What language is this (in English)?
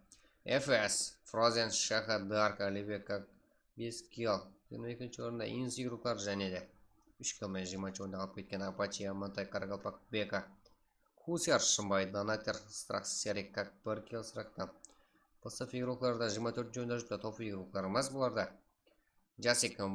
Kara-Kalpak